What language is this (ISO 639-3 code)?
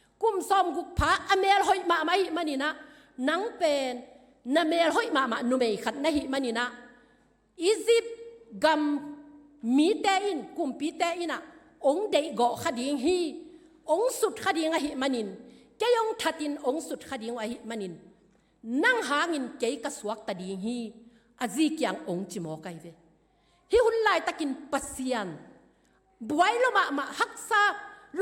ctd